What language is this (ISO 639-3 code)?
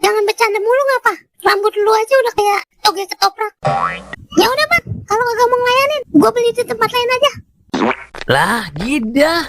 bew